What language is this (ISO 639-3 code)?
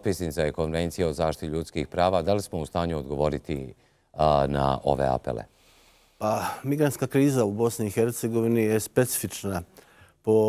bos